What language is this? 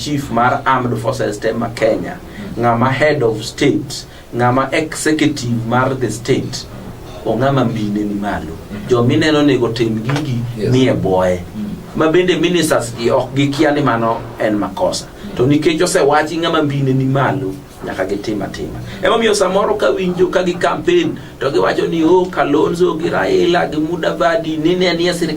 Luo (Kenya and Tanzania)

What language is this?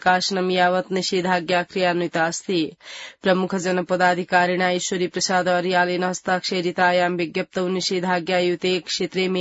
Sanskrit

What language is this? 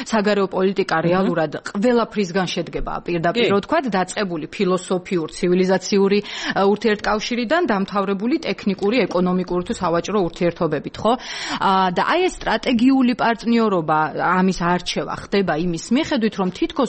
Georgian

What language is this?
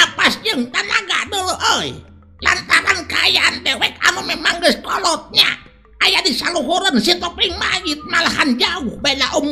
Sundanese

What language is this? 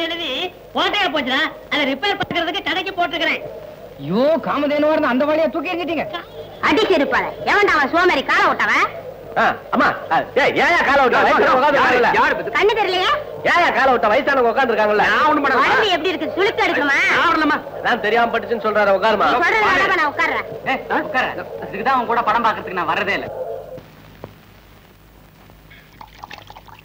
Tamil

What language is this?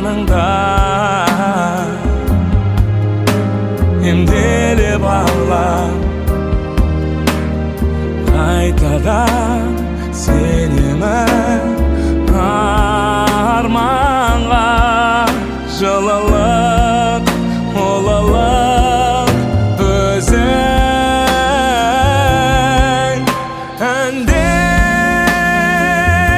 Kazakh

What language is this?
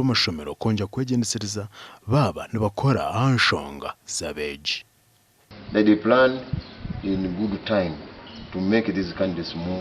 Nyankole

